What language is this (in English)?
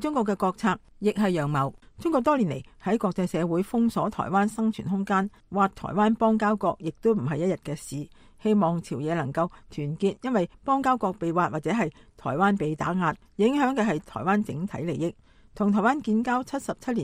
Cantonese